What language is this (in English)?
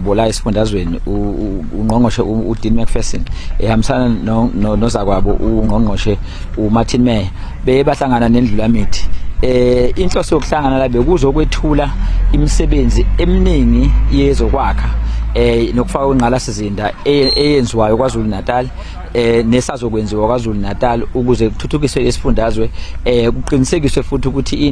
Zulu